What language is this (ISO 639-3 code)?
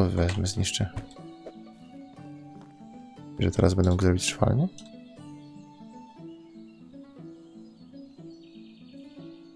pol